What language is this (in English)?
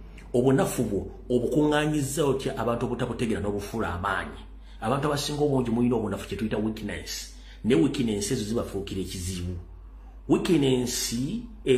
Ganda